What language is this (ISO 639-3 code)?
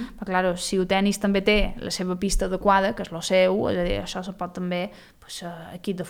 cat